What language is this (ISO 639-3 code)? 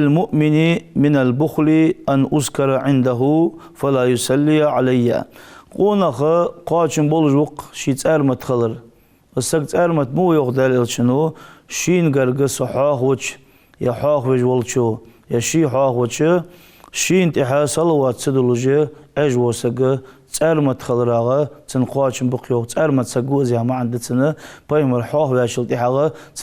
inh